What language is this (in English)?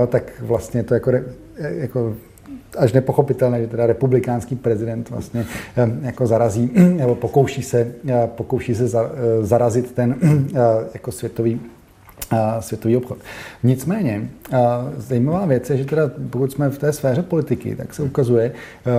Czech